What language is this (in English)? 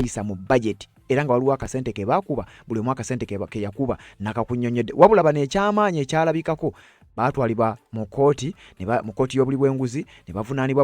Ganda